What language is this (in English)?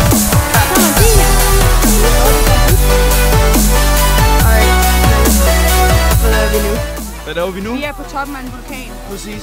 Danish